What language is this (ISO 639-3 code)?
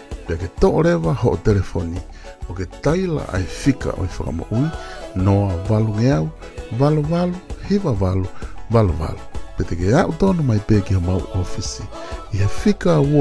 ton